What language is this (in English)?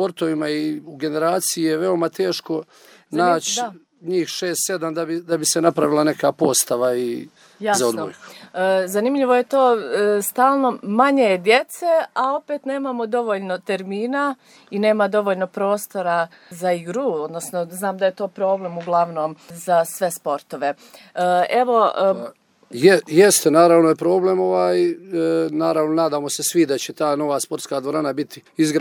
Serbian